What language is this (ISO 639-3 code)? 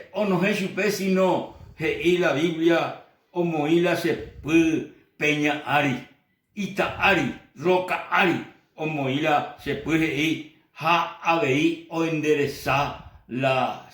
grn